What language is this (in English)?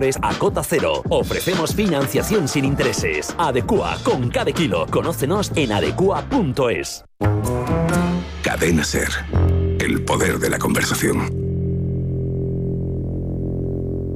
Spanish